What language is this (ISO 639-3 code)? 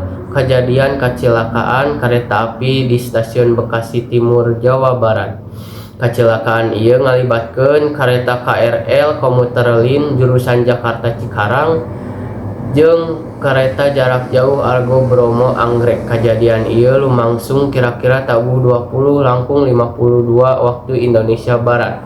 sun